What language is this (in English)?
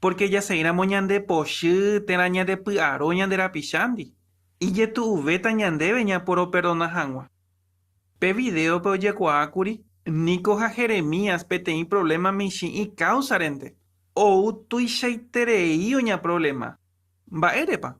Guarani